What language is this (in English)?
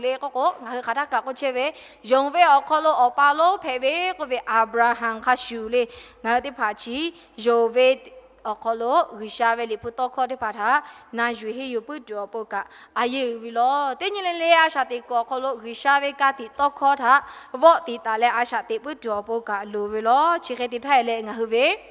Lahu